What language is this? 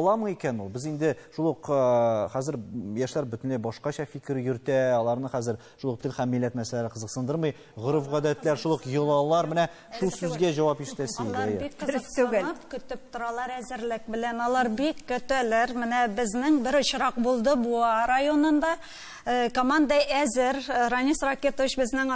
Tatar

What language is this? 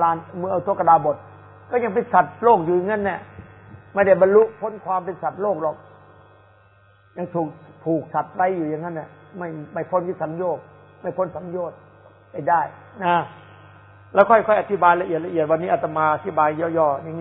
Thai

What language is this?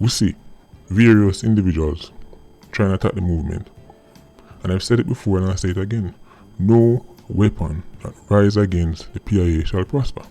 Jamaican Creole English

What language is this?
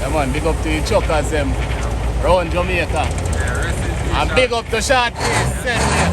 Jamaican Creole English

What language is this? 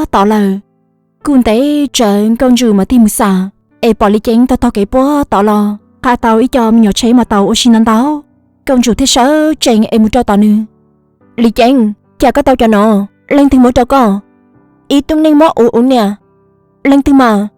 Hmong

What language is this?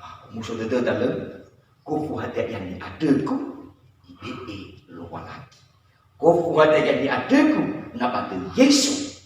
Nias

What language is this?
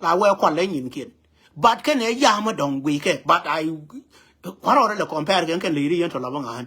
Nuer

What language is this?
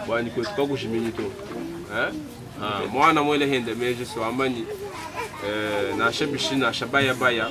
Luba-Lulua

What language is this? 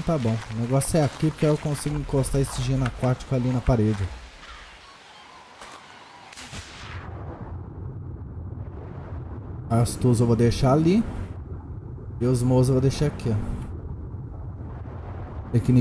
Portuguese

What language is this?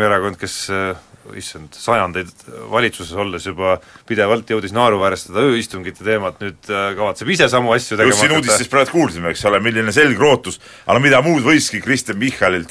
Estonian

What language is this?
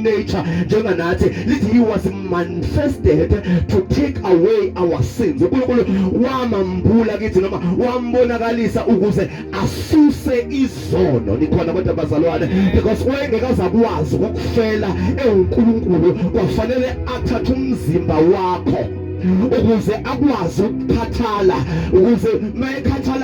Zulu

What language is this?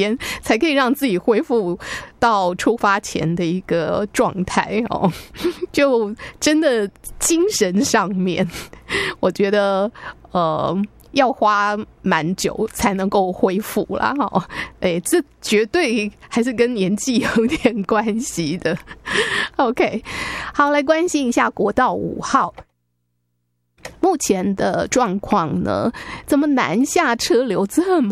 Chinese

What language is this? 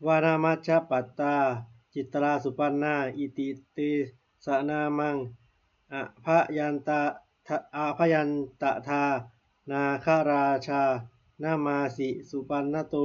Pali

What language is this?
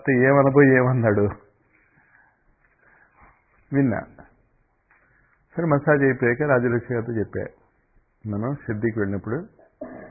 Telugu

